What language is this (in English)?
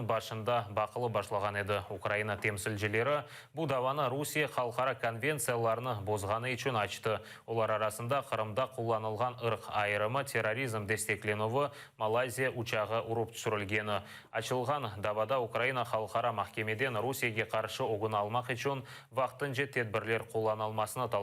Crimean Tatar